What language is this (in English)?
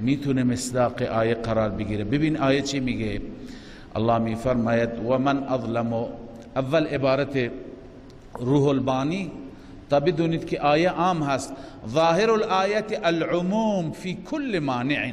Persian